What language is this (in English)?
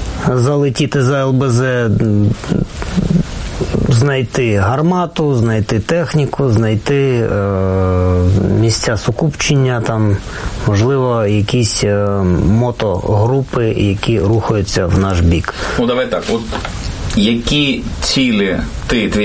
Ukrainian